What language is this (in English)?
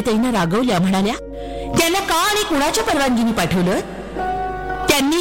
Marathi